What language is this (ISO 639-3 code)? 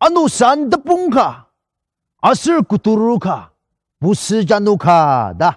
njo